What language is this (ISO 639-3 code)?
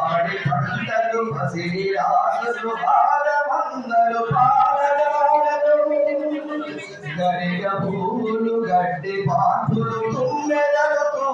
tel